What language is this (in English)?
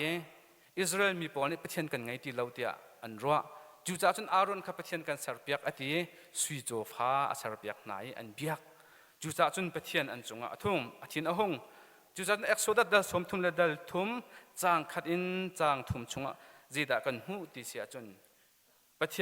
Hakha Chin